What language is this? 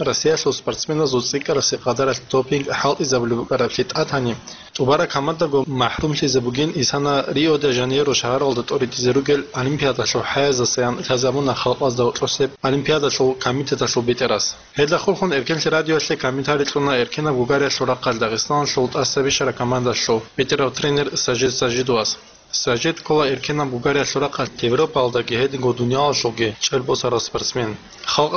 Avaric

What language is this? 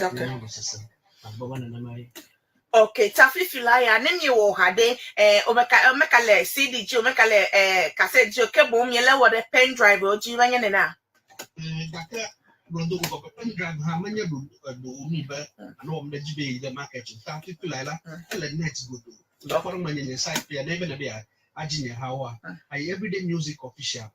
Ewe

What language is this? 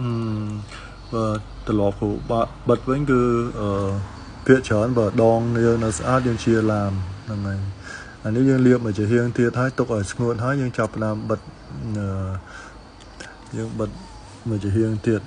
Khmer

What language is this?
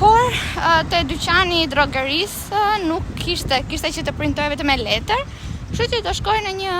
Albanian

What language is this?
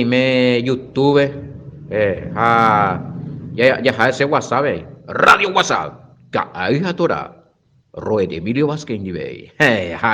Guarani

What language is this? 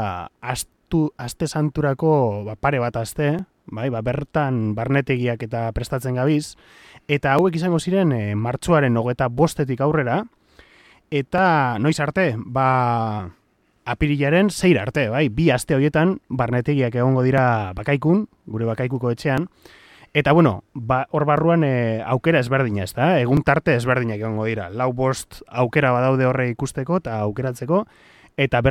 Basque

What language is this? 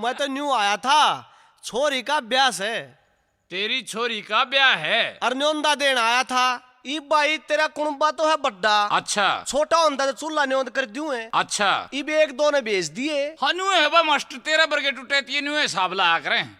Haryanvi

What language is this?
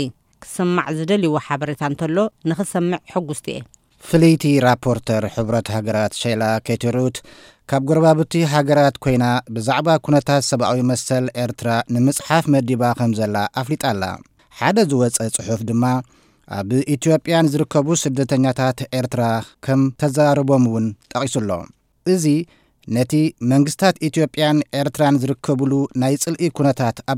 Tigrinya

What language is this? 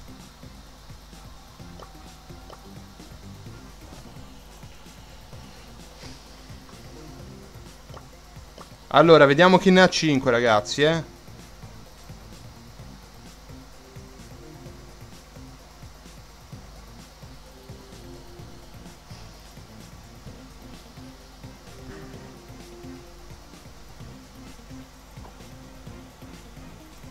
Italian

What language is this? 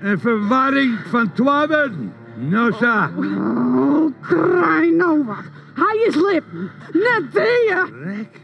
Western Frisian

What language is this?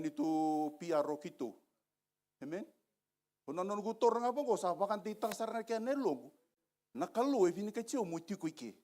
Fijian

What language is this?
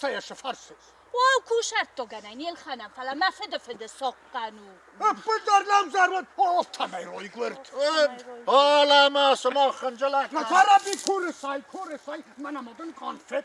Ossetic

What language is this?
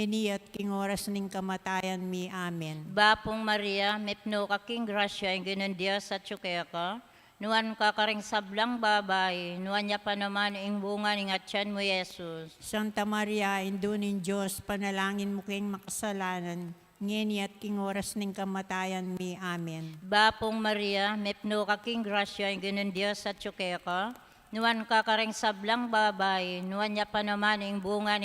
Pampanga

